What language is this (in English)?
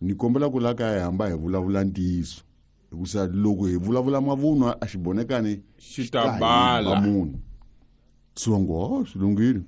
Tsonga